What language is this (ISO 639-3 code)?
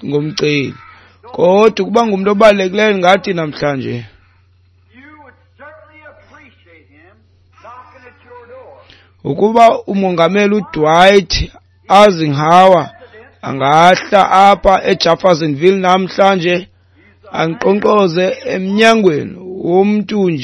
xho